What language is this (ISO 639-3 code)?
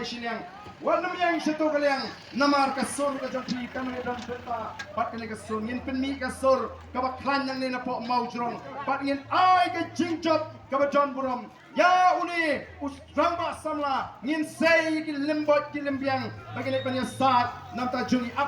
kha